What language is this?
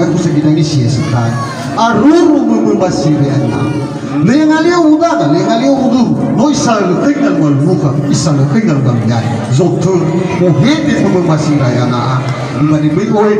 Nias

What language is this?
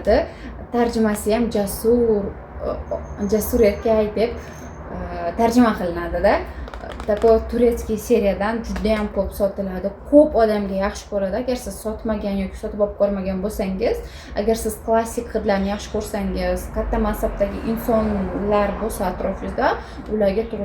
Uzbek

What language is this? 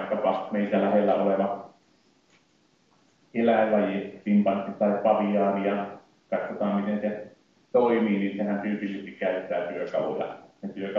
Finnish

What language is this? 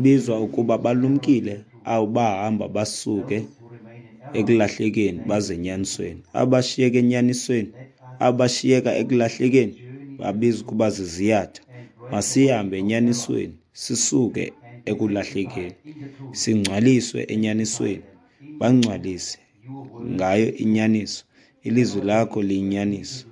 Xhosa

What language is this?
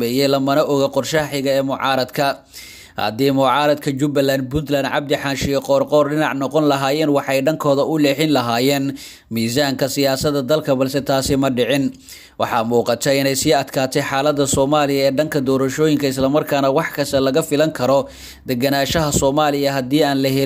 Somali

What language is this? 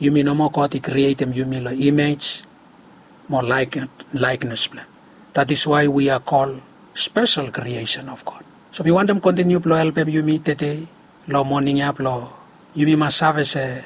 Bislama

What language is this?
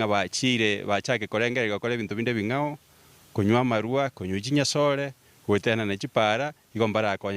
Gusii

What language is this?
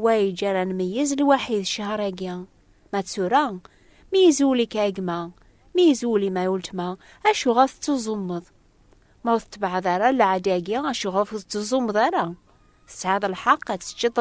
Kabyle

